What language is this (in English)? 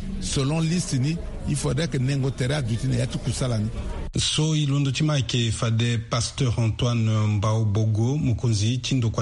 Sango